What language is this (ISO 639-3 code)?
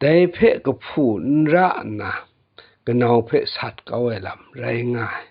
kac